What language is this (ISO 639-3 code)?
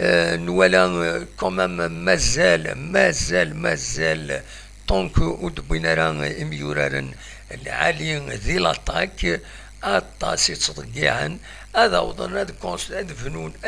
kab